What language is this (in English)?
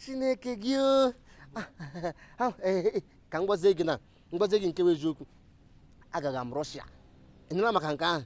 Igbo